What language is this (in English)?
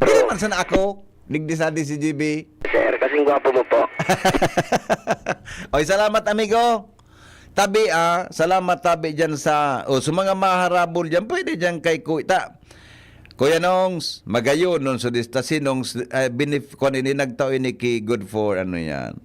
Bikol